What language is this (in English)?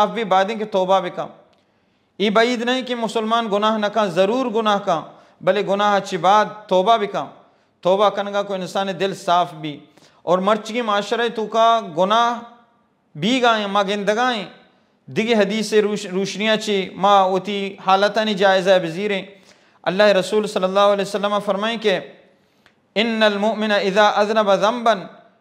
Baluchi